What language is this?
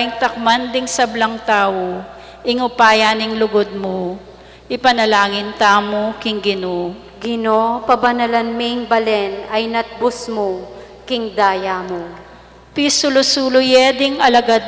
Pampanga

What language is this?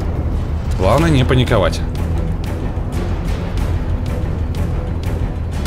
Russian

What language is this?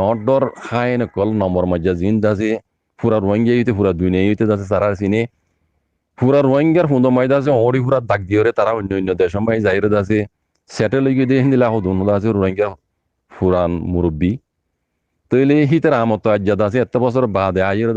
Rohingya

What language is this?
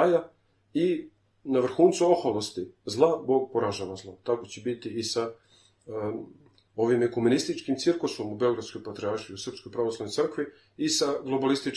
Serbian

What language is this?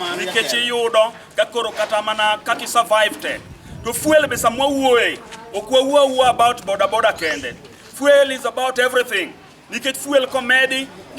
Luo (Kenya and Tanzania)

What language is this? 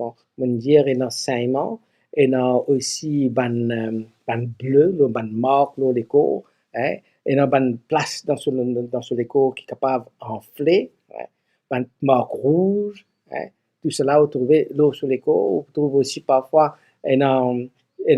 Morisyen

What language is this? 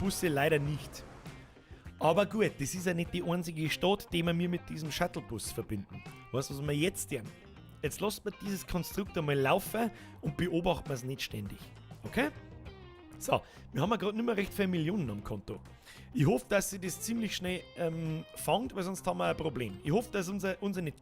Bavarian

